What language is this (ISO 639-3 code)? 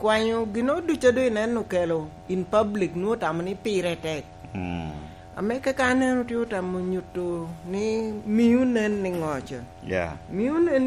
laj